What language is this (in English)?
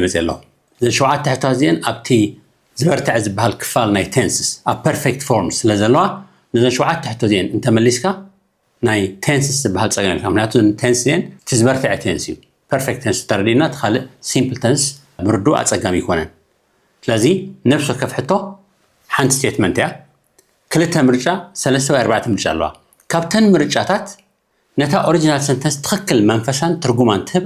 Tigrinya